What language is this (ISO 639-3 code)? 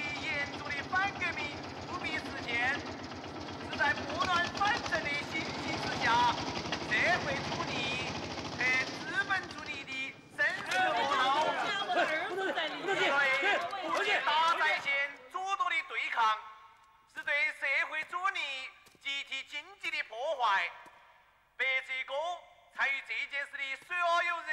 zho